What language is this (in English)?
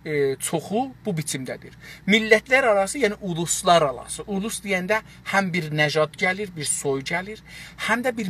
South Azerbaijani